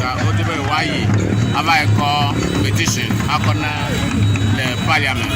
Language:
Ewe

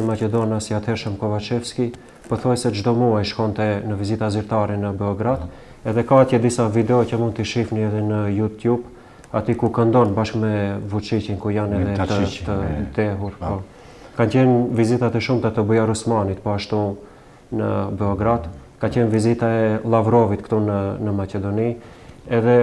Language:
Albanian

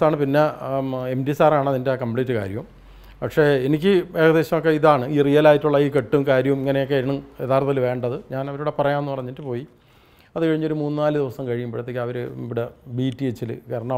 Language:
Malayalam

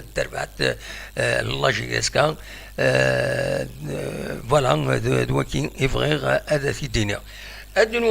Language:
Kabyle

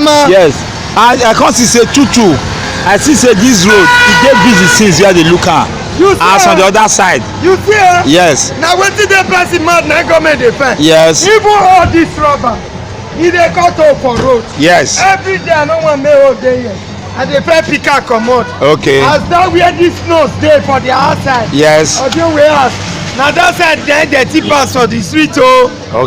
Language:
Nigerian Pidgin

